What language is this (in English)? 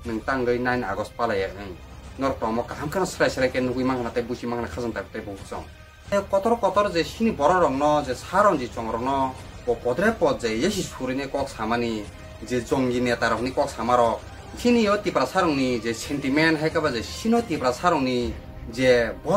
Kok Borok